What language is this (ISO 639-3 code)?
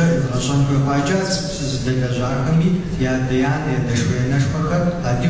kbd